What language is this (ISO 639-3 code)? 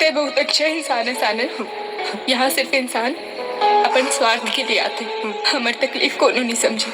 hne